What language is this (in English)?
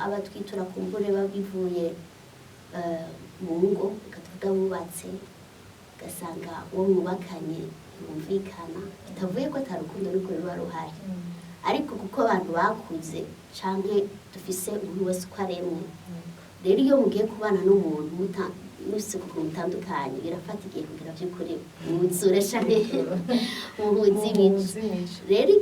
Rundi